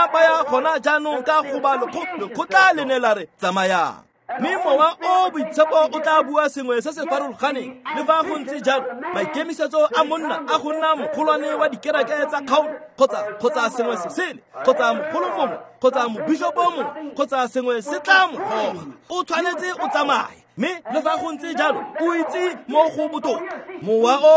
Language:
Tswana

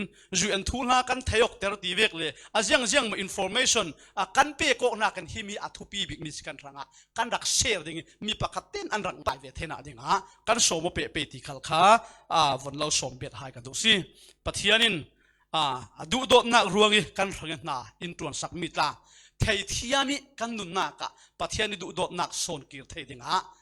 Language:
Falam Chin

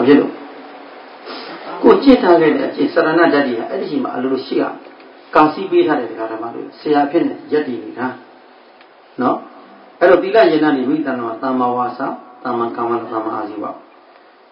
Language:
Burmese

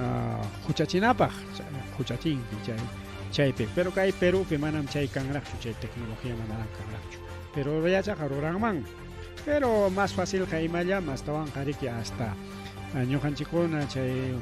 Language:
Ayacucho Quechua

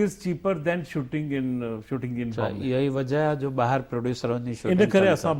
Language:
Sindhi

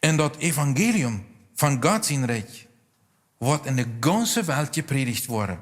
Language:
Plautdietsch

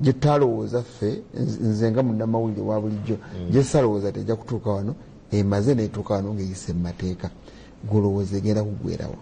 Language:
Ganda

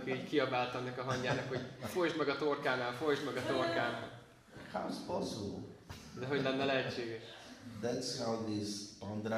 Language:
Hungarian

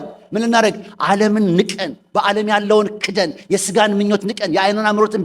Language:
Amharic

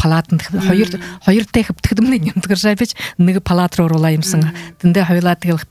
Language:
Buriat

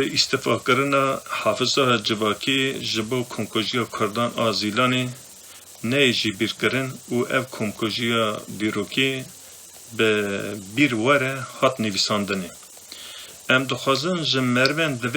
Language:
Kurdish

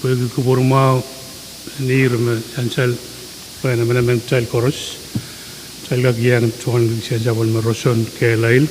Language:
Pohnpeian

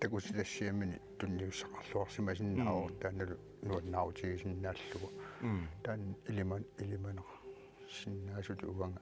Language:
Kalaallisut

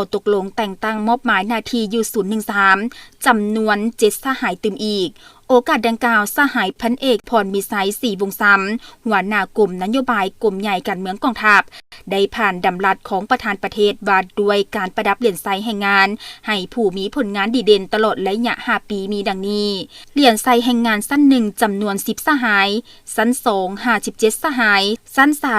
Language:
Lao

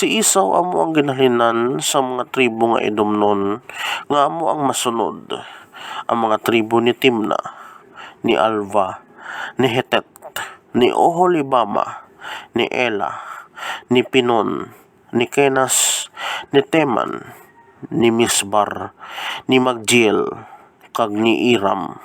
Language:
Hiligaynon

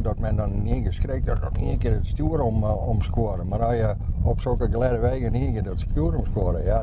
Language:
Western Frisian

